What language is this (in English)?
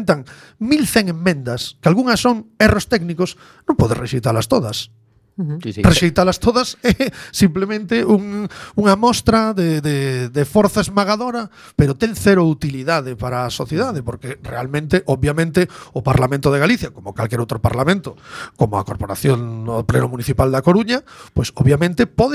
Galician